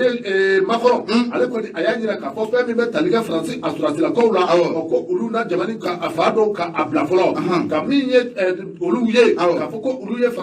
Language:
Bambara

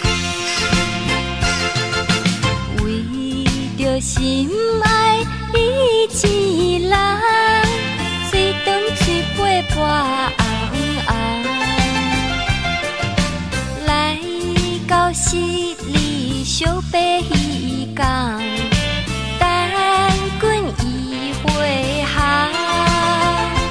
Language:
Min Nan Chinese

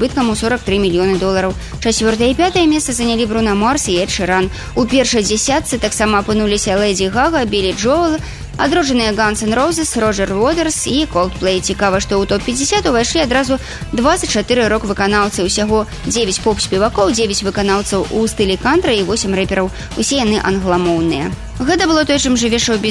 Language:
Belarusian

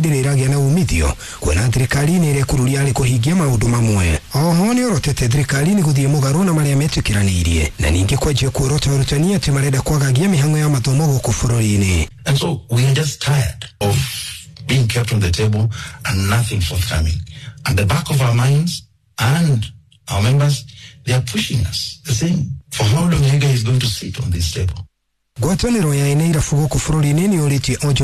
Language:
Kikuyu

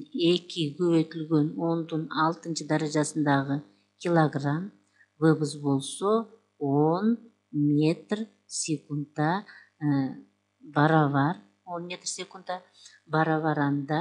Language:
Kyrgyz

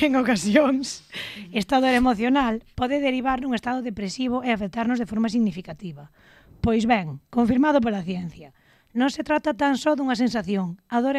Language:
Galician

